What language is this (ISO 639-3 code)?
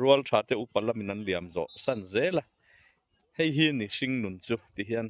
lus